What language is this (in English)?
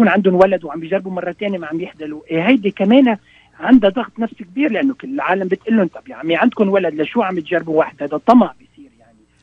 North Levantine Arabic